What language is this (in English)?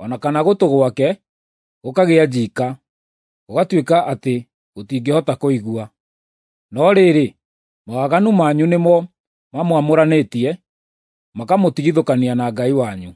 Kikuyu